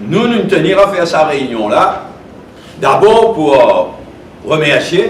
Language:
Morisyen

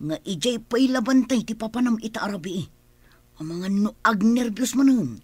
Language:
Iloko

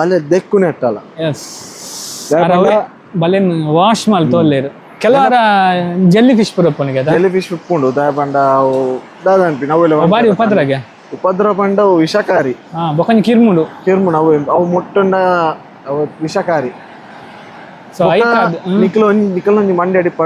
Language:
Tulu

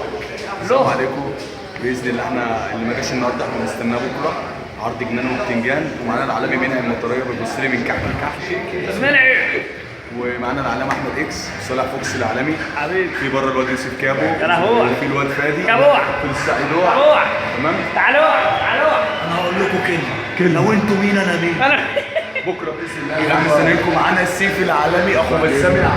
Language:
Egyptian Arabic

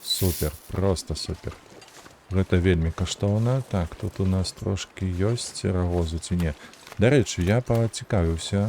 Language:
Belarusian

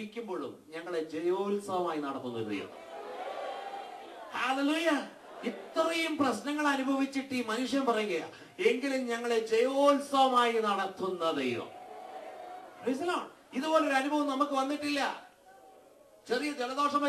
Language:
Malayalam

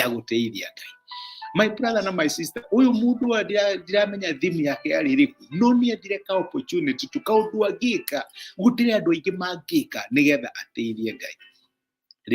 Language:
Kikuyu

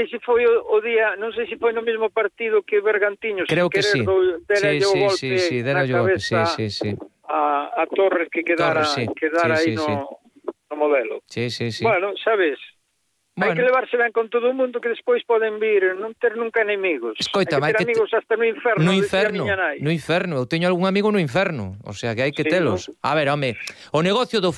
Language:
Galician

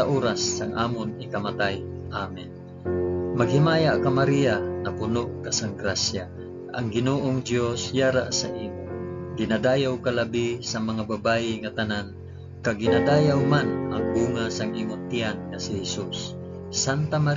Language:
Hiligaynon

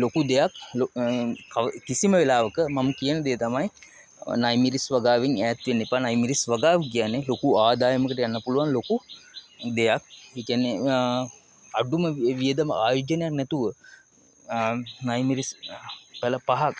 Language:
Sinhala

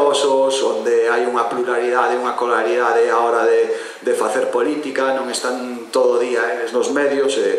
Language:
Galician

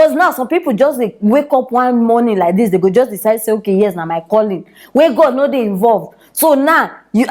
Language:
Nigerian Pidgin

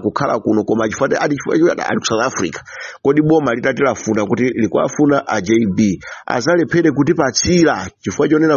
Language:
Nyanja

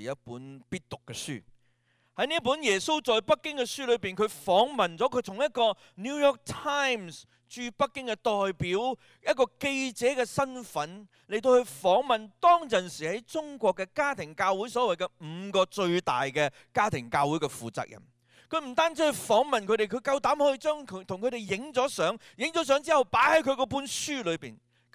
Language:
Cantonese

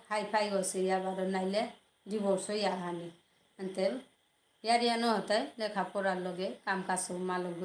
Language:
Bishnupriya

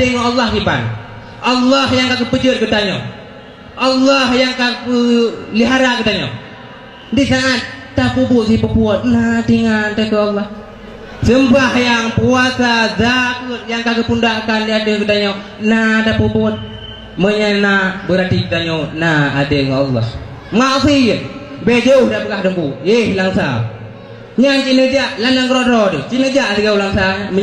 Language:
Achinese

